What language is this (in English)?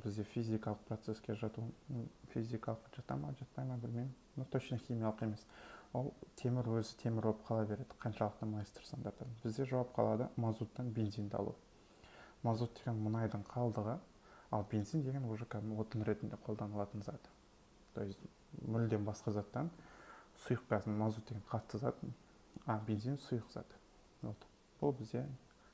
Kazakh